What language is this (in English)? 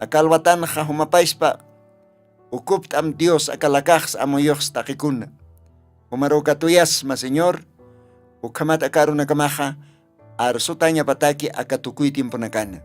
Aymara